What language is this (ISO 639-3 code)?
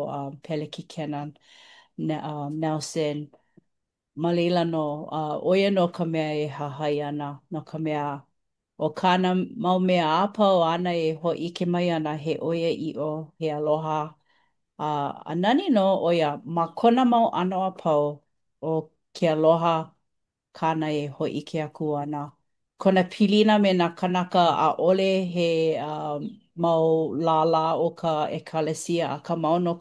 haw